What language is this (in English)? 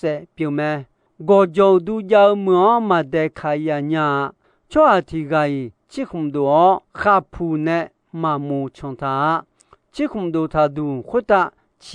Akha